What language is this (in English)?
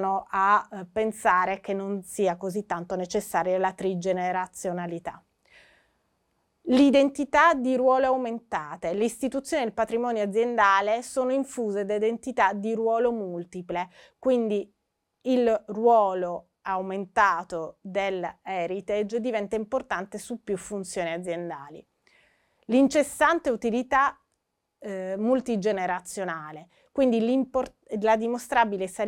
Italian